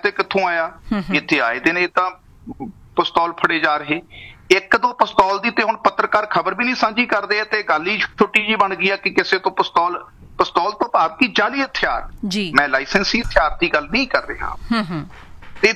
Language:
Punjabi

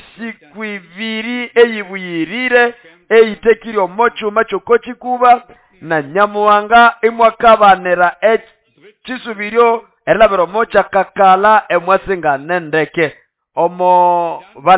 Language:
Nande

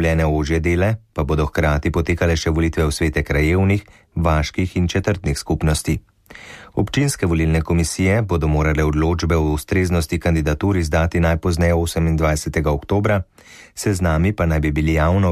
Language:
Slovenian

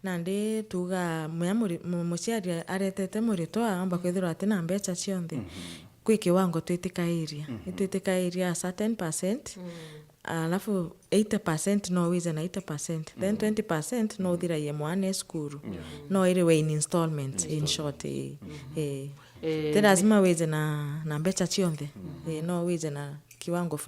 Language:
Meru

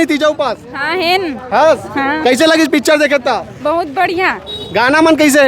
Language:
Chhattisgarhi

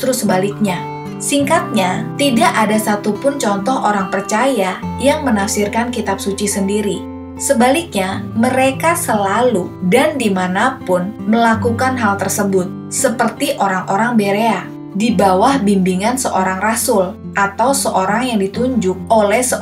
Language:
Indonesian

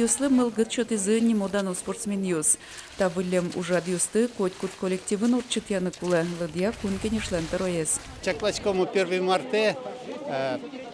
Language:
Udmurt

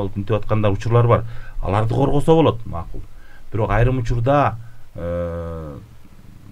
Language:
Kyrgyz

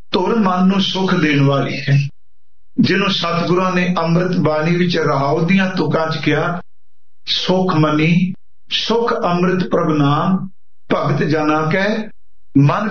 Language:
Punjabi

